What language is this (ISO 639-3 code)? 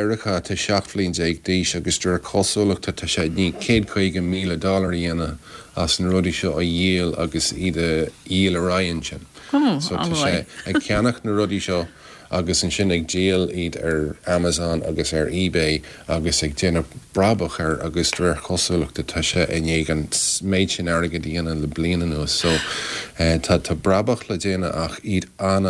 gle